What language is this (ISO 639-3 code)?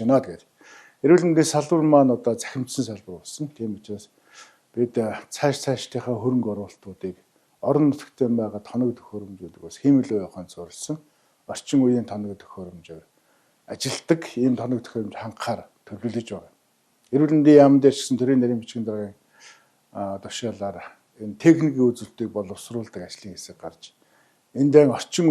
mon